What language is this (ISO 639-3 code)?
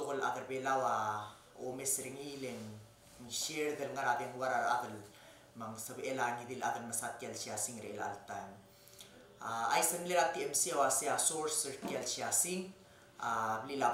pau